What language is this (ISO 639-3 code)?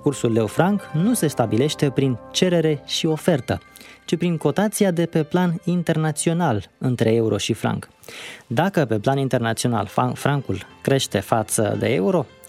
ron